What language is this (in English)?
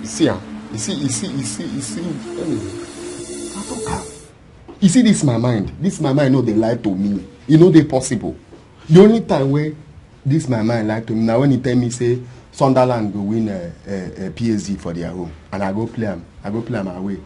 Nigerian Pidgin